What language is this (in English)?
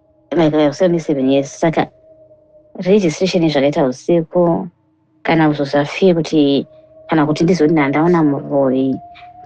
Shona